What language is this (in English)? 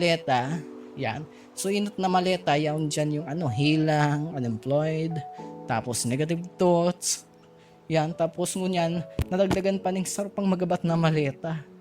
Bikol